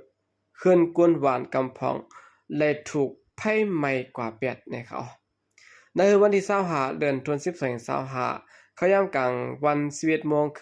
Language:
Shan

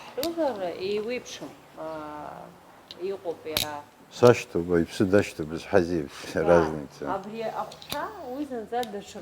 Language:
Abkhazian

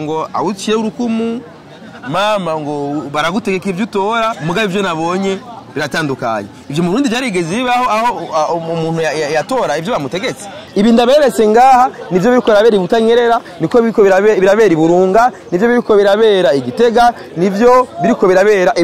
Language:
Rundi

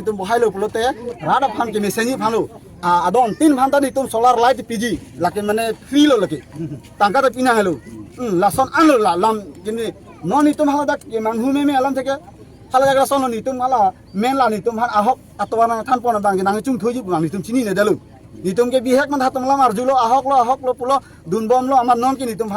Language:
Karbi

